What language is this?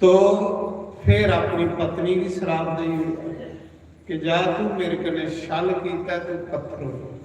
Dogri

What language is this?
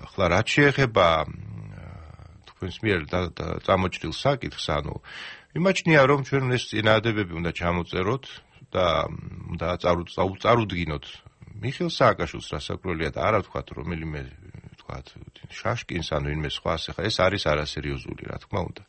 Georgian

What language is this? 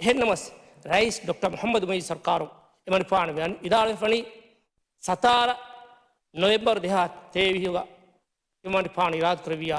Divehi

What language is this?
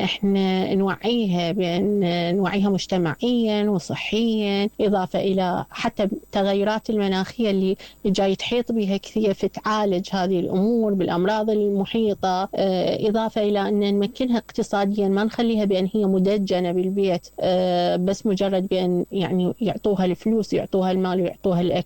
Mesopotamian Arabic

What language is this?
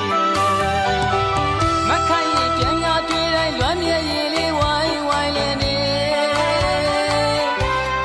Burmese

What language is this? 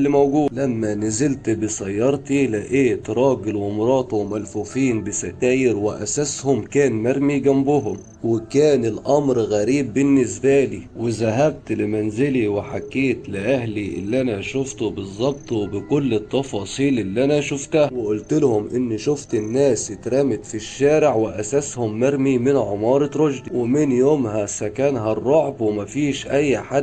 Egyptian Arabic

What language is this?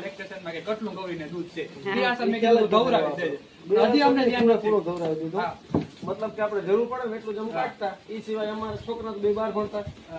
Gujarati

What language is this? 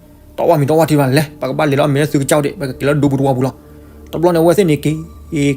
S'gaw Karen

